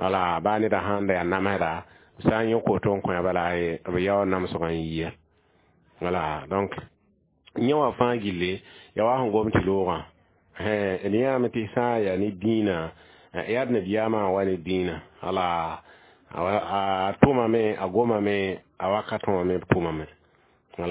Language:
Mossi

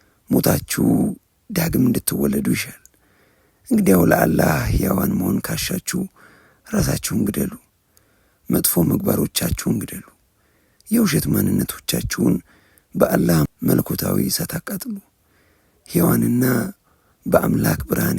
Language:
Amharic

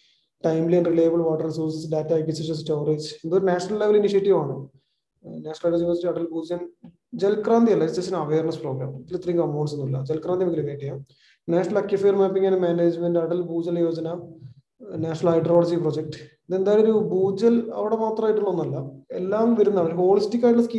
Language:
Malayalam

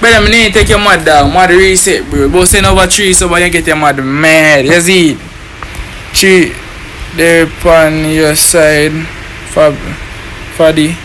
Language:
Jamaican Creole English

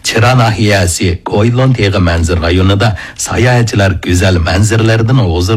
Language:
Uyghur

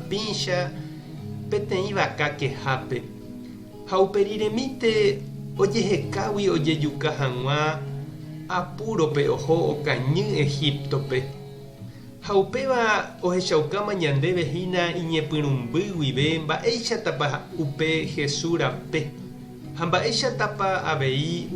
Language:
Guarani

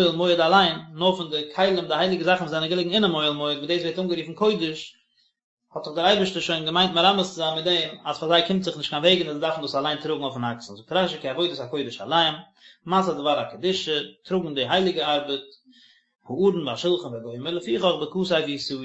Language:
Yiddish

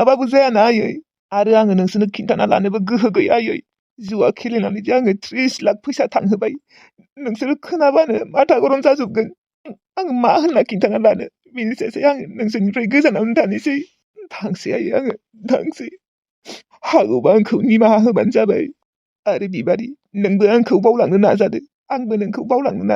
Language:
Bodo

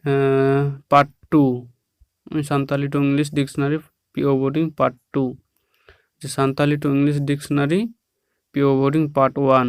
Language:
Santali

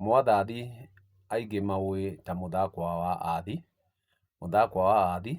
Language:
Kikuyu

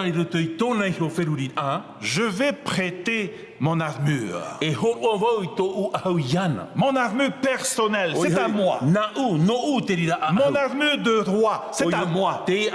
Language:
Tahitian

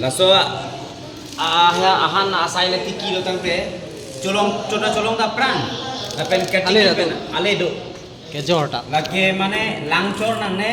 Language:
Karbi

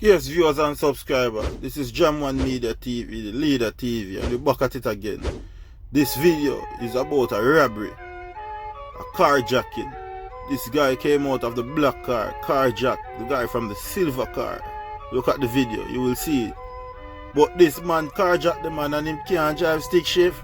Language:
Jamaican Creole English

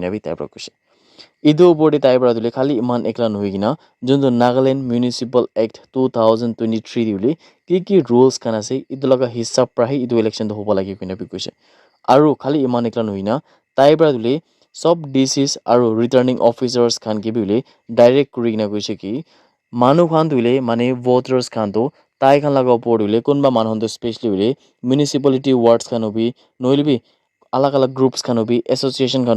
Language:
Naga Pidgin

